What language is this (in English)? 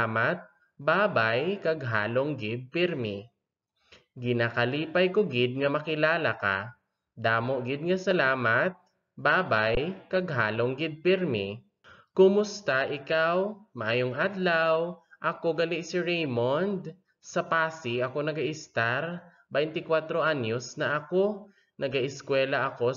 Hiligaynon